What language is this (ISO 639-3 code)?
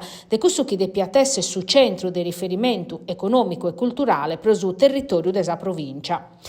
srd